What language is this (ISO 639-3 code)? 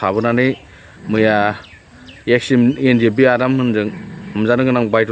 brx